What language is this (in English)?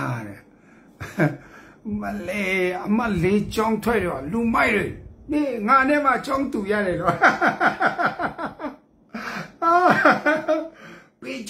Burmese